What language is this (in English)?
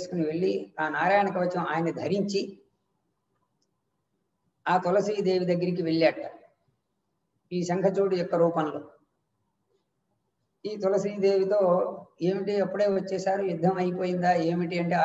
Telugu